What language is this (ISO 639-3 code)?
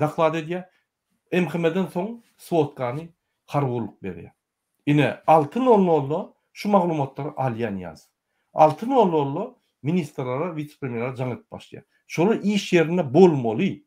tuk